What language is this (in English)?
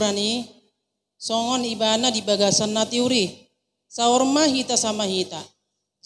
Batak Toba